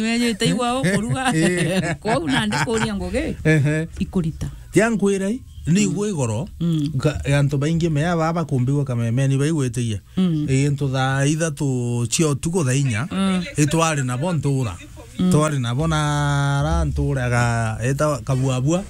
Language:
Meru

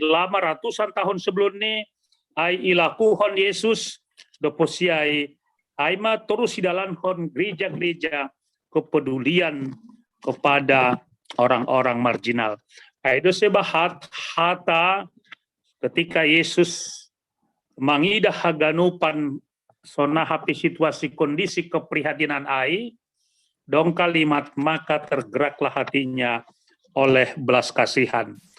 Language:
Batak Simalungun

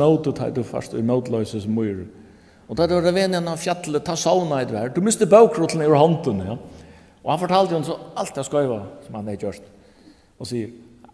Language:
Faroese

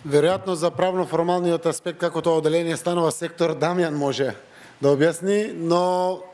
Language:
Macedonian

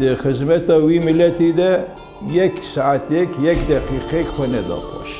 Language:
Kurdish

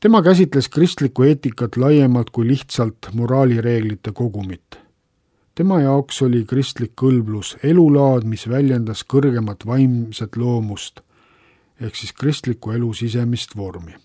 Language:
Estonian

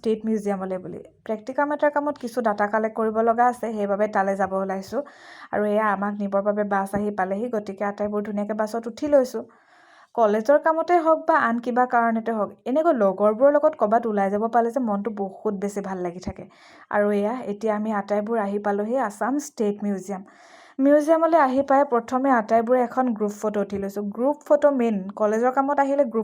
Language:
Assamese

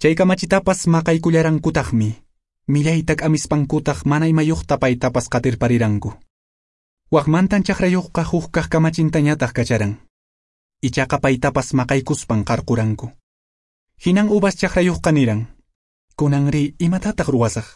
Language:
Quechua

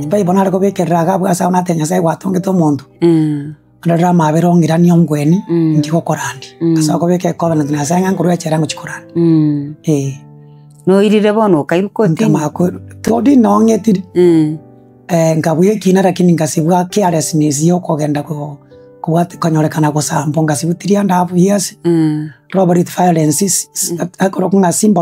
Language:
Gusii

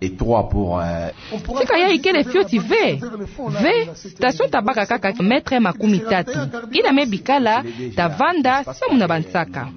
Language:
Kituba (Democratic Republic of Congo)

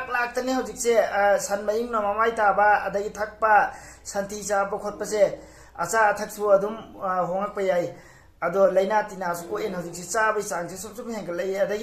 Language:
Manipuri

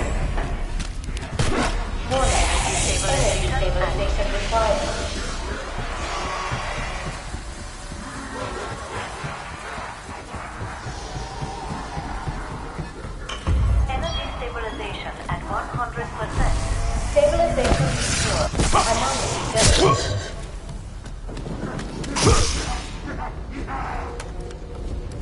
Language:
English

